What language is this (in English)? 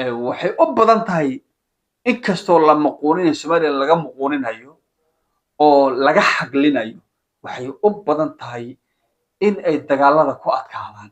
Somali